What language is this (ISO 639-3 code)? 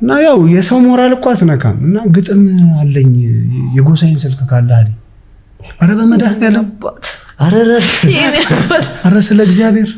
amh